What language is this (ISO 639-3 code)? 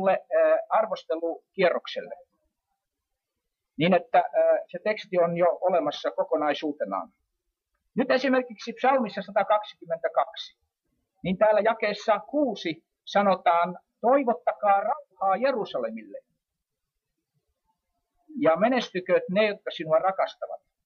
fin